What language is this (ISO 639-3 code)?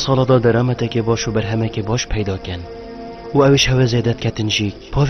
kur